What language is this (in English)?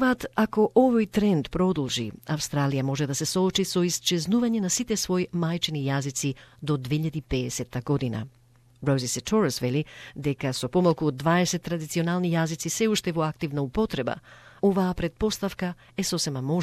Macedonian